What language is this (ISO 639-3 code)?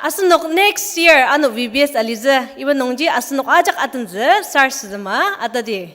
njo